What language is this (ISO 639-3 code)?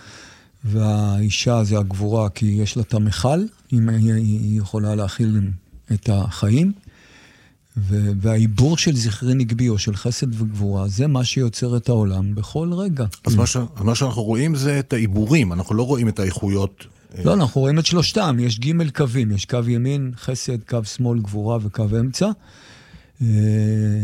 heb